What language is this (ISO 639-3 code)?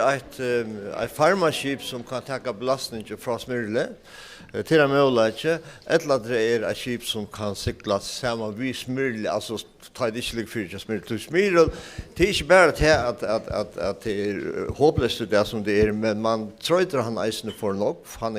fao